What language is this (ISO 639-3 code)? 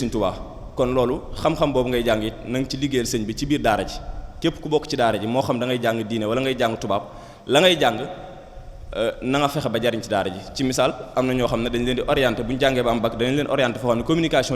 wol